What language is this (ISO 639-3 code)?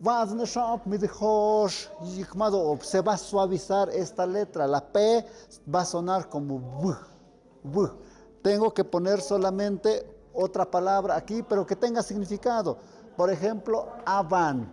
mxp